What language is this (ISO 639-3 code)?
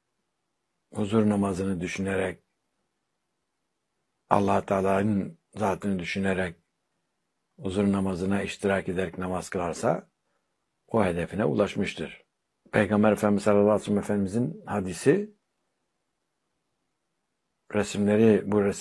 tur